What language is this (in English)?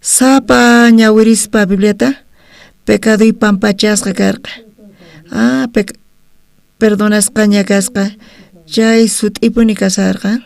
South Bolivian Quechua